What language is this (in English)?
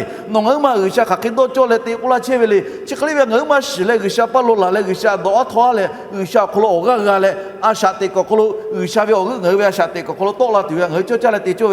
Lahu